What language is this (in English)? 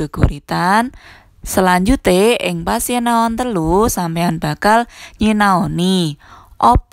Javanese